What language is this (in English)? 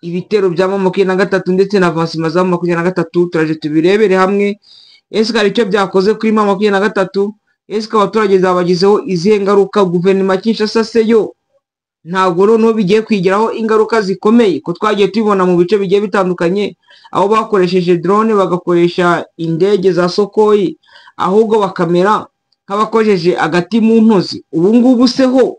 Kinyarwanda